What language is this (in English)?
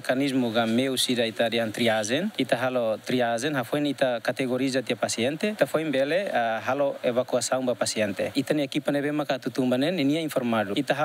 Tetum